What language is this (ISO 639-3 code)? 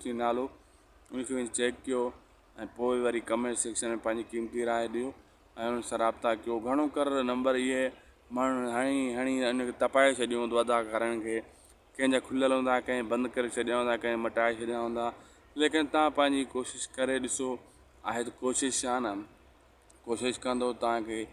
snd